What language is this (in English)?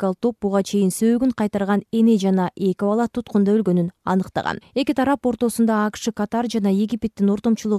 Kyrgyz